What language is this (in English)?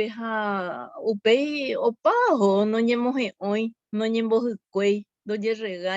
Guarani